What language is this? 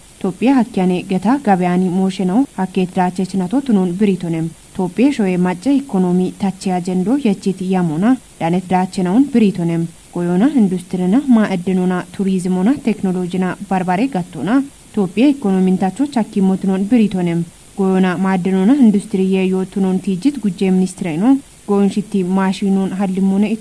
Kafa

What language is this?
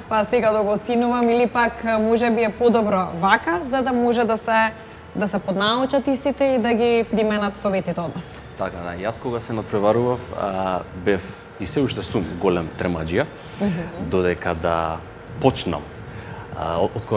Macedonian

